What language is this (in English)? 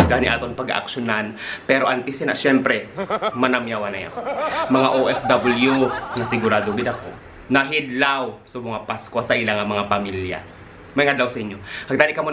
Hiligaynon